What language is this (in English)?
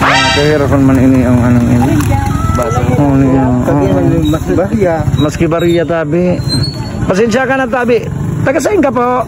Bikol